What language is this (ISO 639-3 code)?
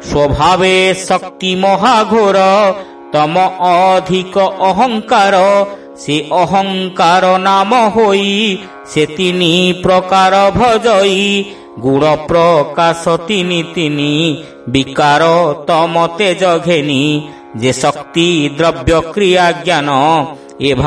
ori